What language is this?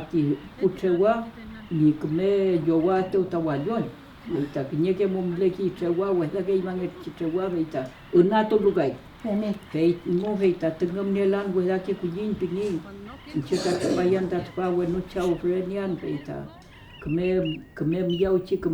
Mapuche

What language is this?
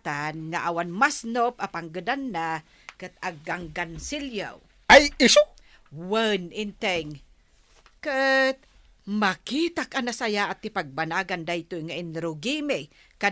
Iloko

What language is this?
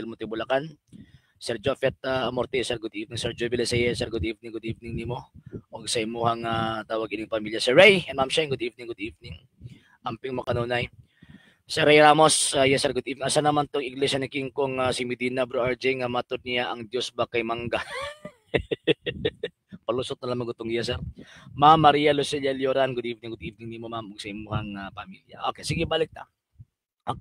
Cebuano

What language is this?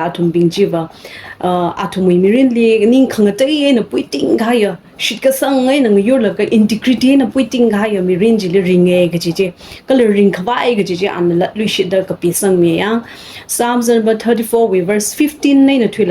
Tangkhul Naga (India)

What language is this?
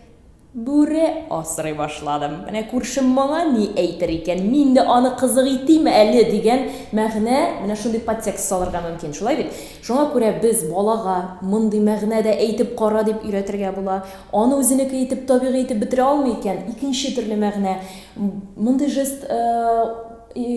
Tatar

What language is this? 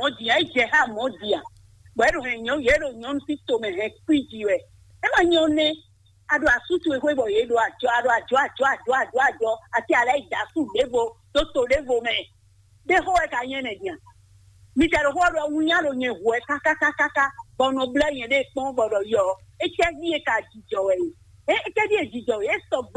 Fon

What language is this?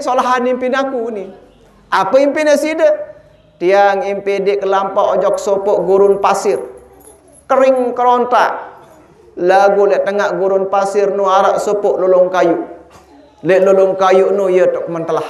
Sasak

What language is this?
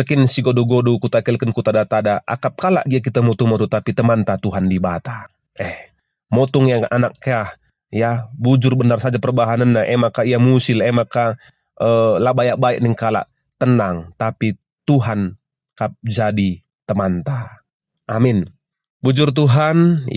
Batak Karo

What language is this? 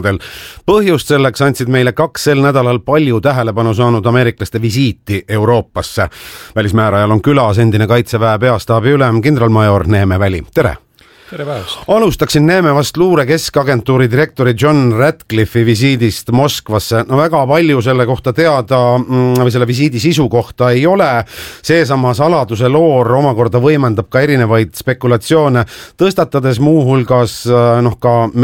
Estonian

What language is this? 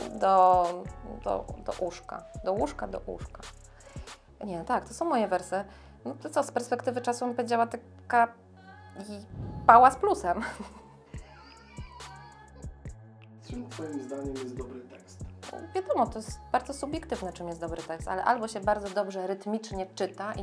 Polish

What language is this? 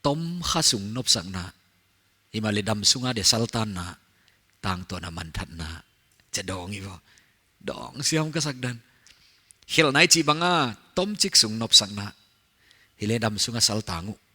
Paite Chin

